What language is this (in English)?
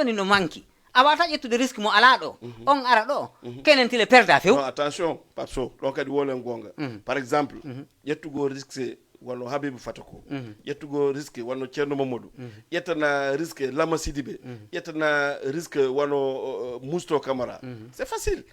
Fula